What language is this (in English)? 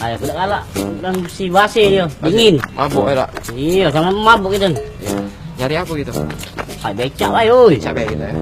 Musi